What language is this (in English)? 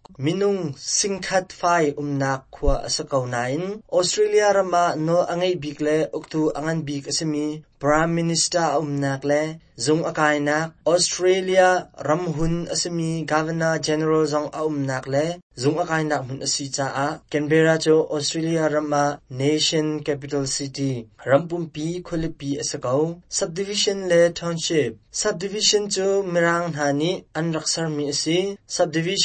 Hakha Chin